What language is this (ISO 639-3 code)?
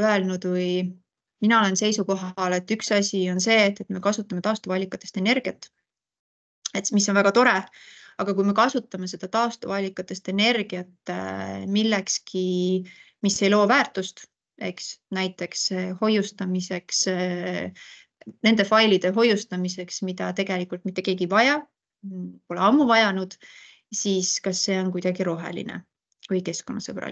est